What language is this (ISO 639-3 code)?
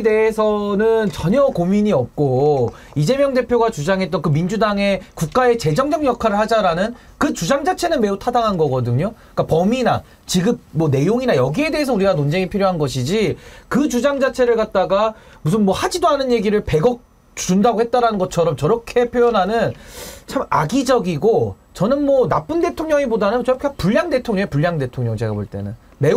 kor